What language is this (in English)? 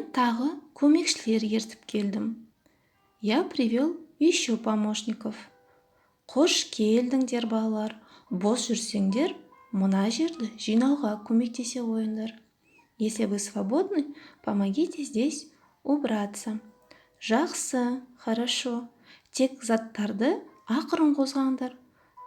Kazakh